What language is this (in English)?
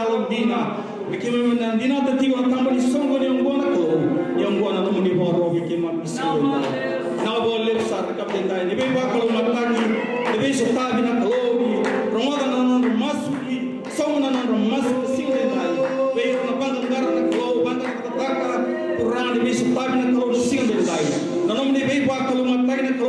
Fijian